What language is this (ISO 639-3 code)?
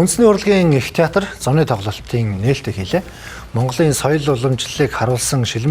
mon